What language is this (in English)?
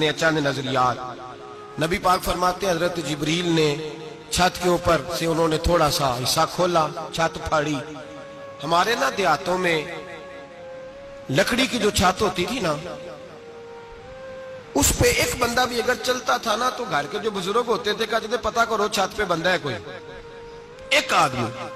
Urdu